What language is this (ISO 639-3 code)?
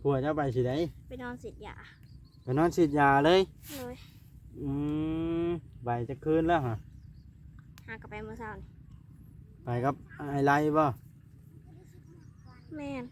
tts